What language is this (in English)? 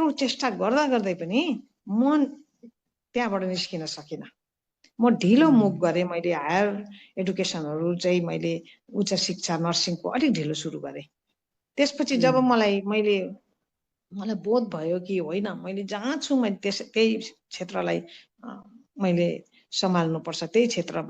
Nepali